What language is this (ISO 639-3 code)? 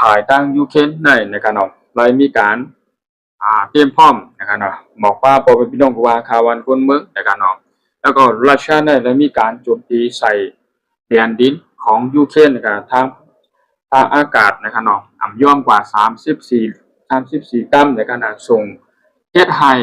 shn